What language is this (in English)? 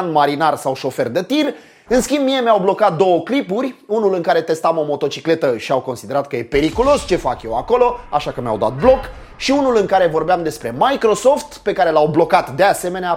Romanian